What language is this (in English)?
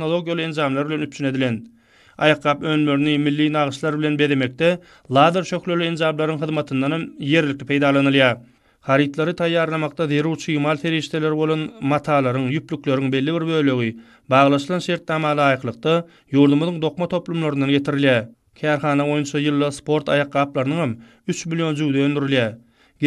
Turkmen